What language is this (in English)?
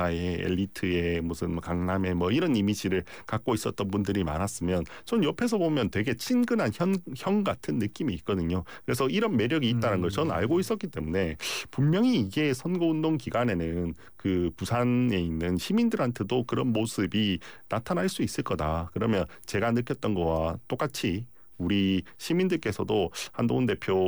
Korean